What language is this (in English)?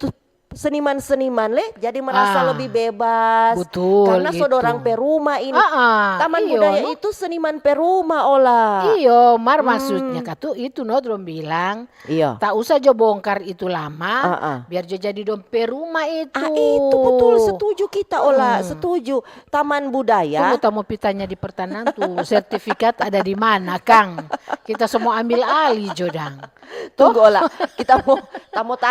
Manado Malay